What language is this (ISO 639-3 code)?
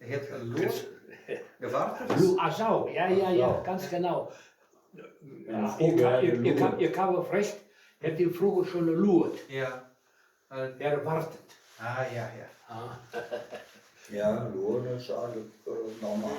wep